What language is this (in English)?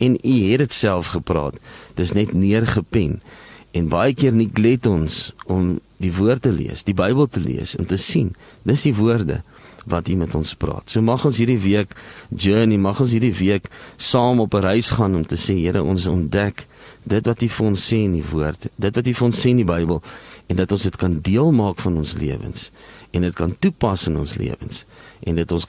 Afrikaans